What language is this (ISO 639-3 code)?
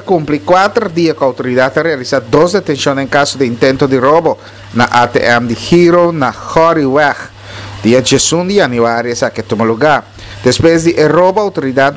pap